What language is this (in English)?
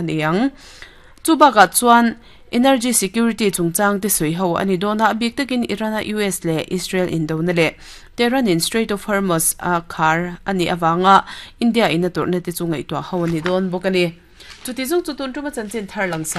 Mizo